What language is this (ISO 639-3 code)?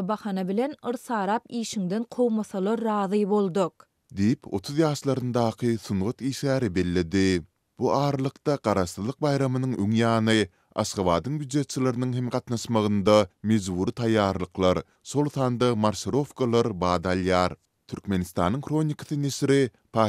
tuk